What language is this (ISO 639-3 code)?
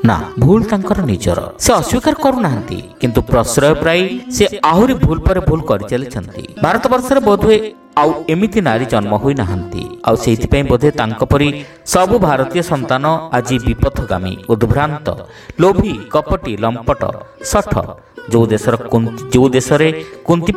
ori